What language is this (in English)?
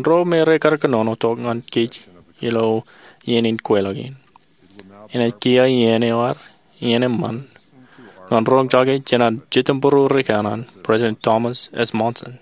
Marshallese